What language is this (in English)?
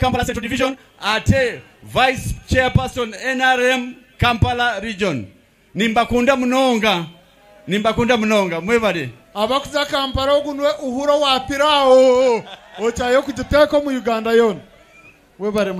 Nyankole